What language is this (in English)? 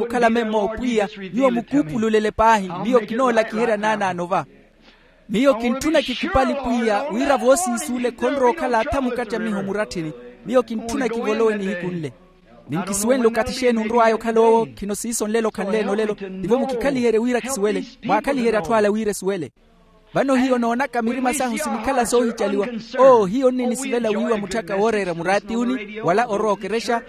Makhuwa